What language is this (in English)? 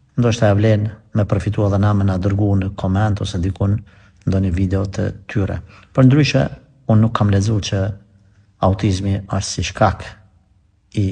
Albanian